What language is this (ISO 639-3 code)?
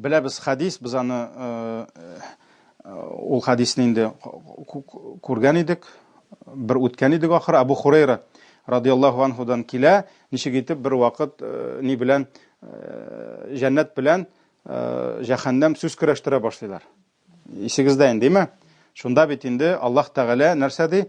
tat